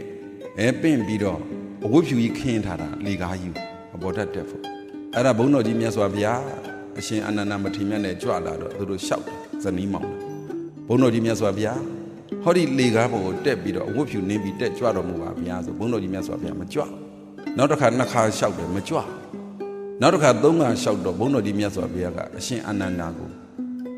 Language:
Burmese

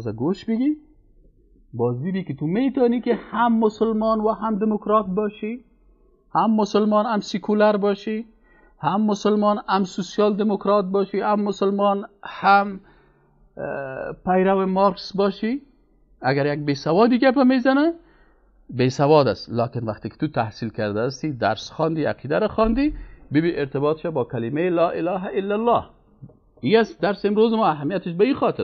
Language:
Persian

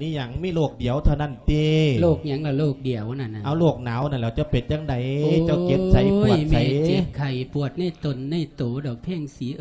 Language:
Lao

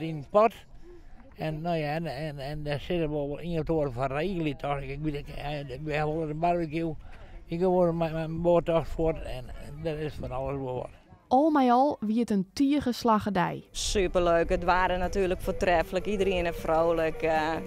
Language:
Western Frisian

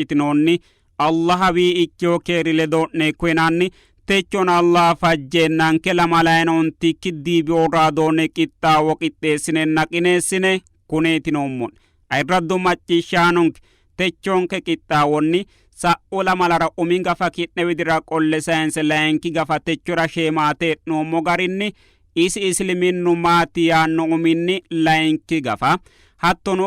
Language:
Sidamo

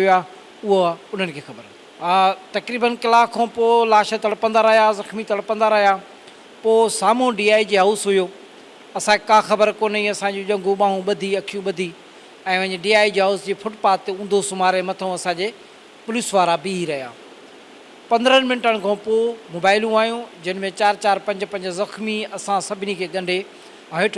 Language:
Sindhi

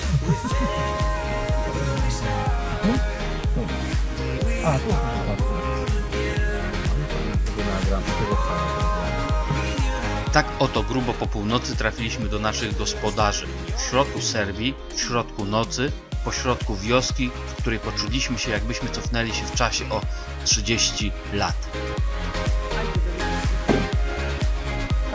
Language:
Polish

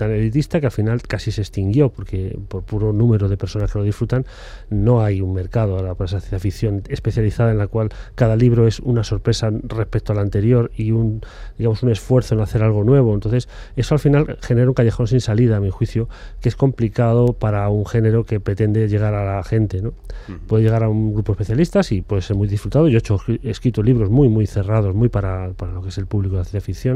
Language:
Spanish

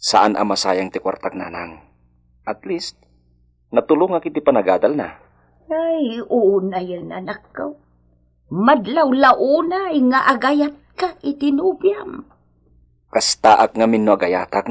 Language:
Iloko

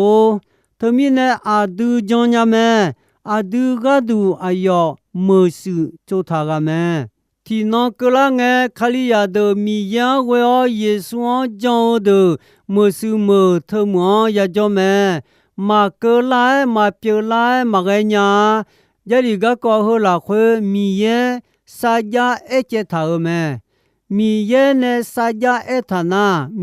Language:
Akha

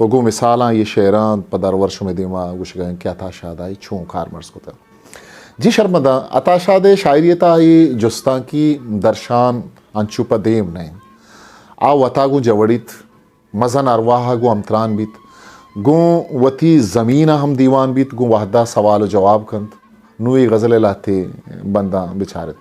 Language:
Eastern Balochi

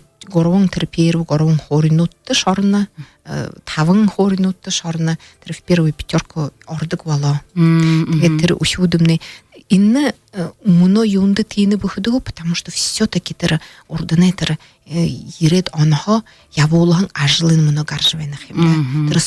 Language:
Buriat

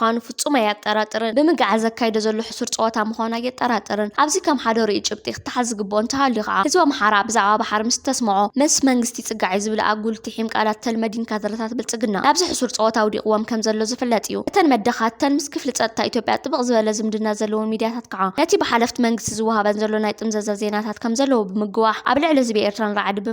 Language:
Tigrinya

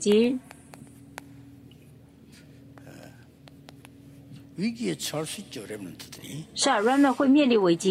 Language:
Korean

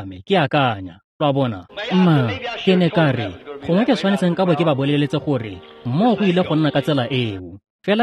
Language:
Tswana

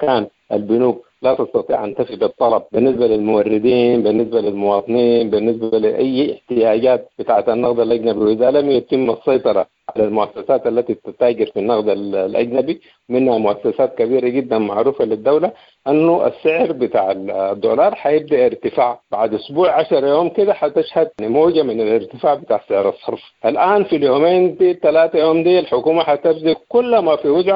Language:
Sudanese Arabic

